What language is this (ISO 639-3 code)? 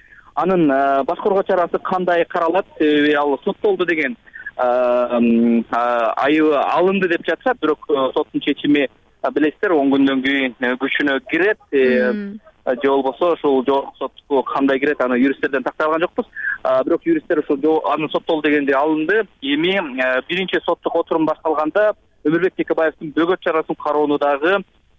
kir